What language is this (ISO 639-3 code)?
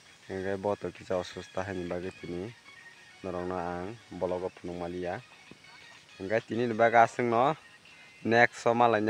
trp